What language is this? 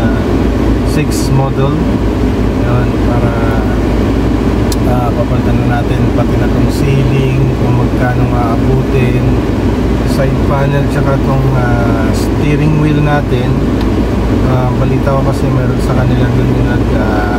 Filipino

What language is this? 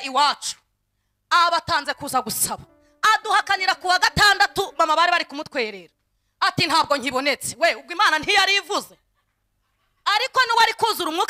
Kinyarwanda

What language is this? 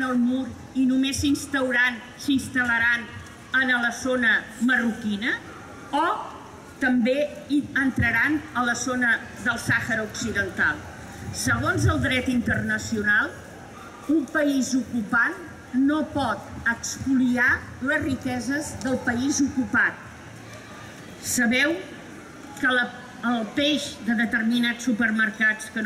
Catalan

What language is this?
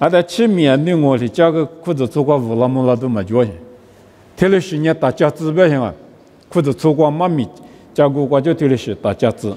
Lisu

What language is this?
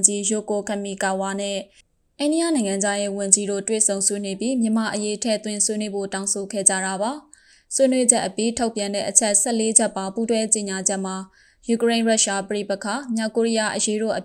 Burmese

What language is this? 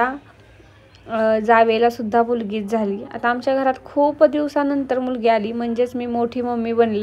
Marathi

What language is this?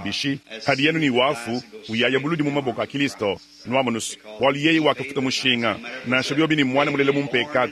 Luba-Lulua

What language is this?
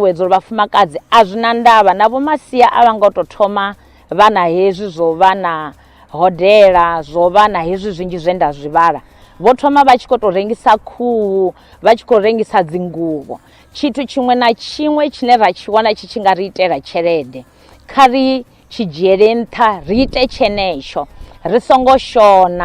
Venda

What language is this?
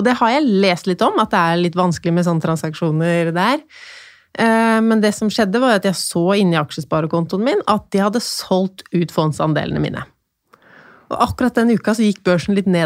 Norwegian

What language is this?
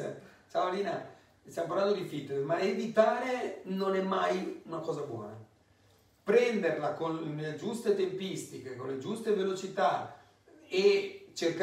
Italian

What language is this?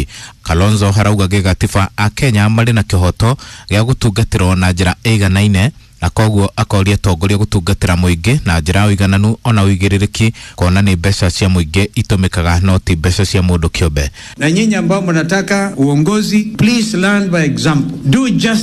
Kikuyu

